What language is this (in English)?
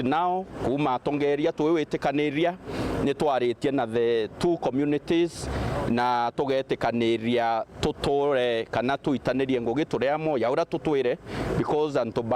Meru